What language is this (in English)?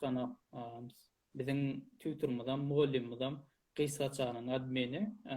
Turkmen